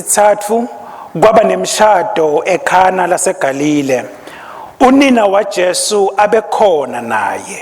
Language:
Swati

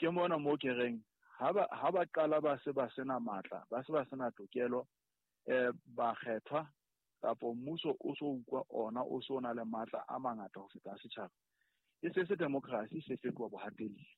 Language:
Southern Sotho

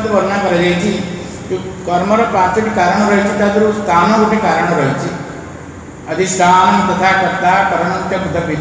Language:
Odia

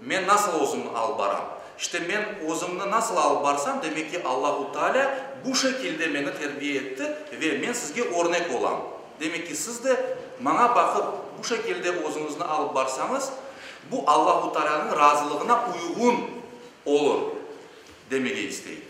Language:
Crimean Tatar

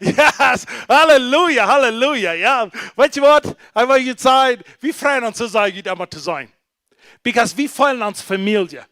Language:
Plautdietsch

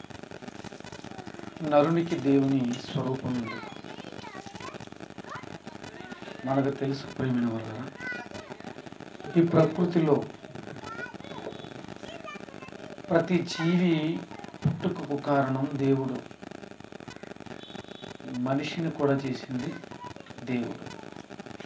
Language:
Telugu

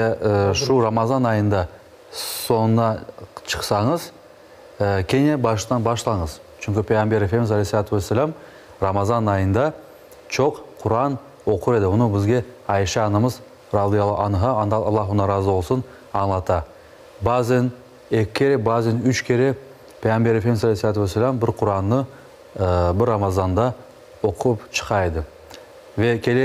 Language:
Crimean Tatar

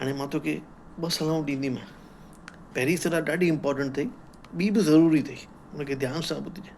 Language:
Sindhi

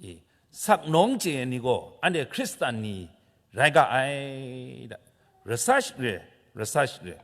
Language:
Kachin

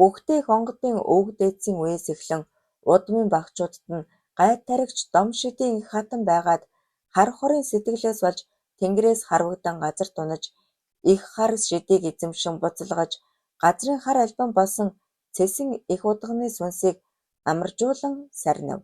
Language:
Mongolian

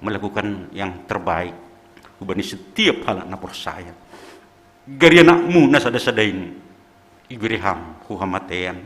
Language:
Batak Simalungun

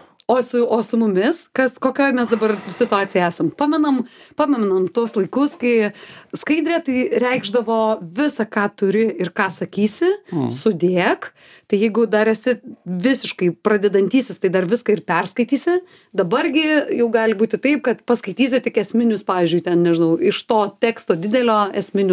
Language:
Lithuanian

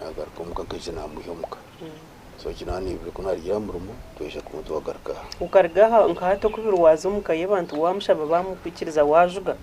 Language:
Nyankole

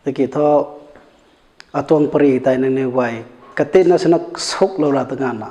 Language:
Rongmei Naga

